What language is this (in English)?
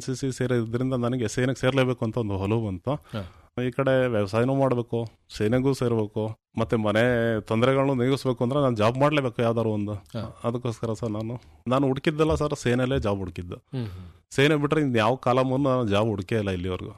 Kannada